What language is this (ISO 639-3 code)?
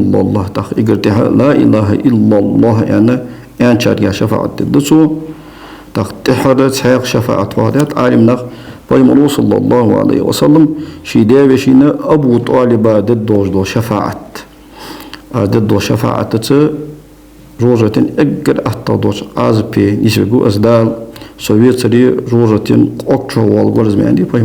inh